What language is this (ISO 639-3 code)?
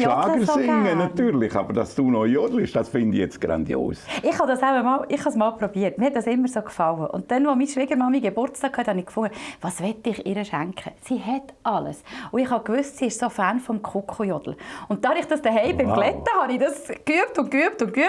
gsw